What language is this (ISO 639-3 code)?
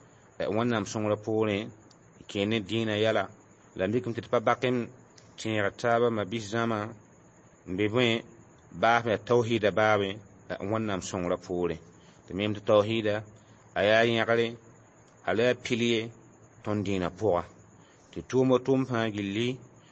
mos